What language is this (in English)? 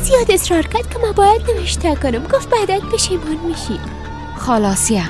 Persian